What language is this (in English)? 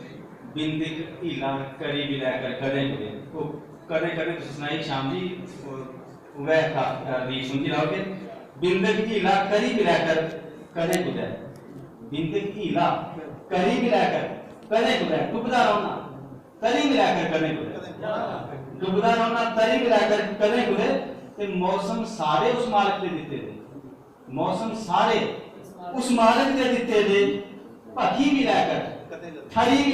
Dogri